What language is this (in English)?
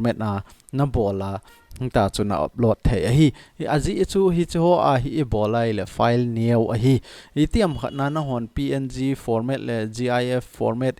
Thado Chin